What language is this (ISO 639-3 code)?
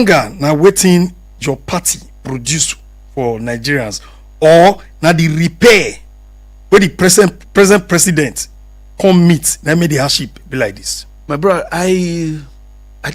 pcm